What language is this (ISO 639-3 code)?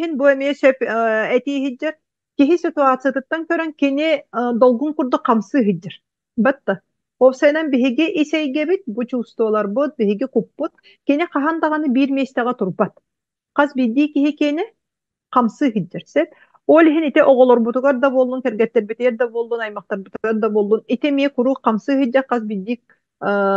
sah